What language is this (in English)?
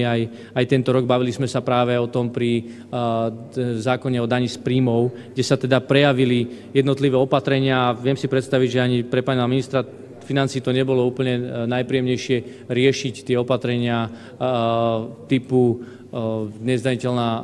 Slovak